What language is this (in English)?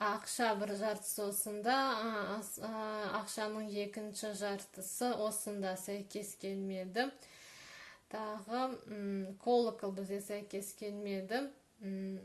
Kazakh